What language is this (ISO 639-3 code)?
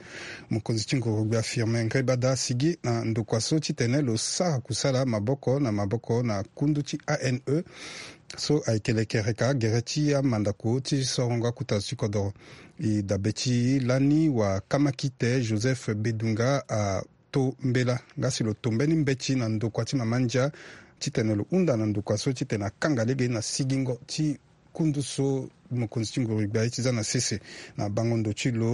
sag